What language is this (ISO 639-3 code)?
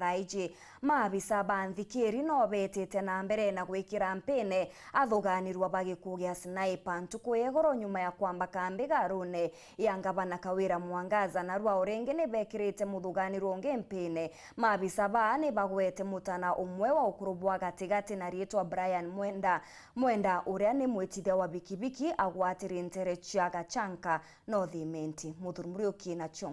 mer